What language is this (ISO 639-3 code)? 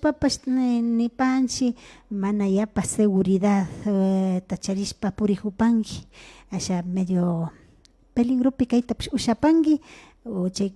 qvi